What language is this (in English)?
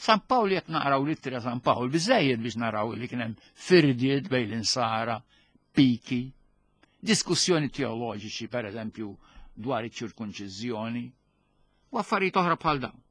Maltese